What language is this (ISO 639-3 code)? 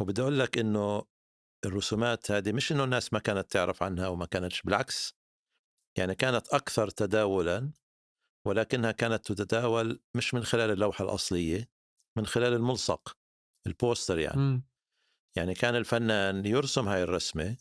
apc